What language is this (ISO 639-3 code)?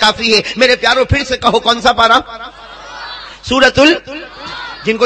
urd